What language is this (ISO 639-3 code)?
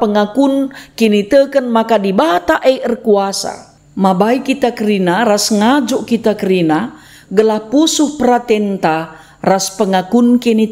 btx